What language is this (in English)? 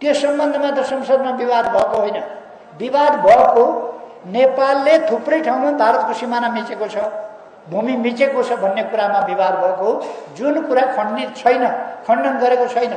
Nepali